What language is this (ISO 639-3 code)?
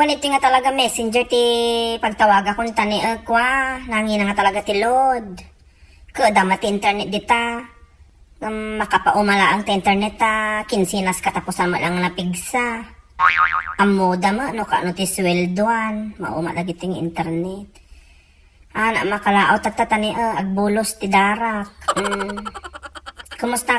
ilo